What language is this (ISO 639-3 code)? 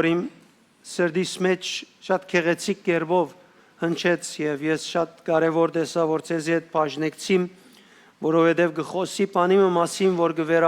hyw